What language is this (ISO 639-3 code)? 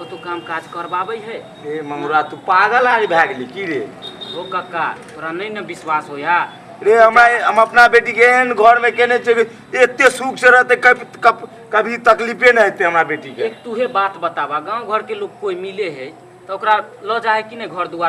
mai